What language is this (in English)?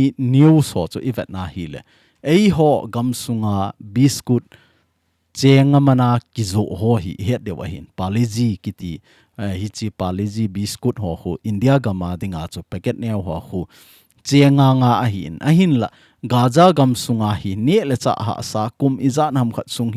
Thado Chin